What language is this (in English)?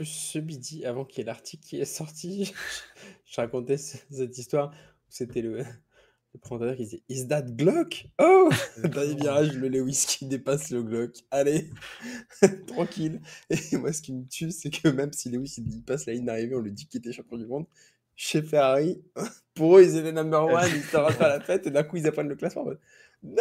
French